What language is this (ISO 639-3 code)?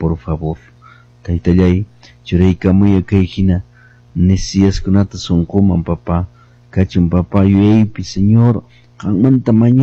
que